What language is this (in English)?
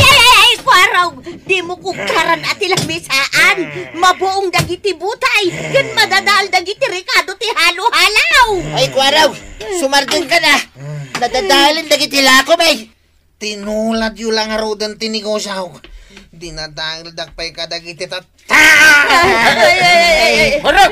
Iloko